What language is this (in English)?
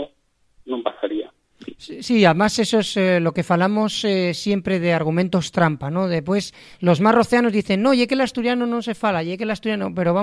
Asturian